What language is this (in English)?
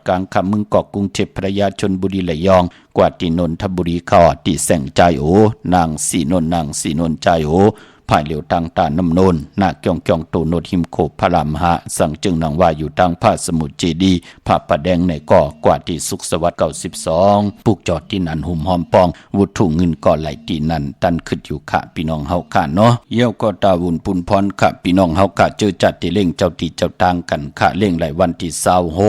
Shan